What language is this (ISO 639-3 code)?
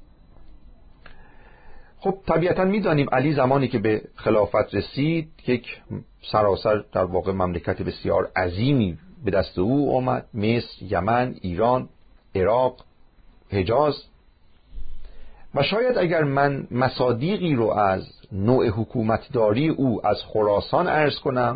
fas